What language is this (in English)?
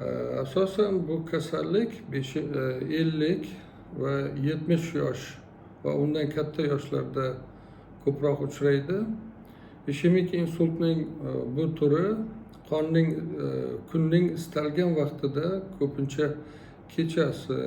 Uzbek